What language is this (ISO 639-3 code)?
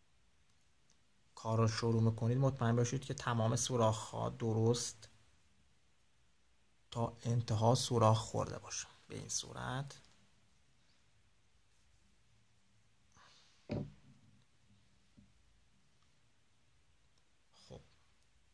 fas